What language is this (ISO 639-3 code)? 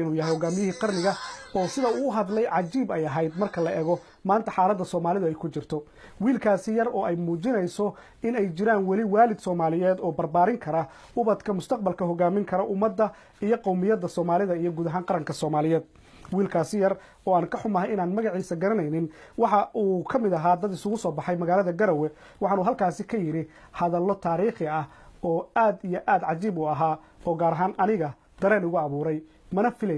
som